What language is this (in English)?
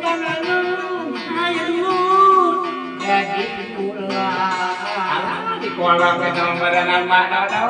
Sundanese